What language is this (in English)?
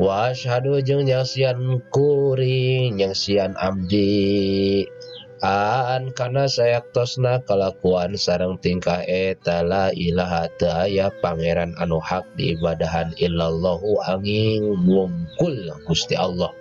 Sundanese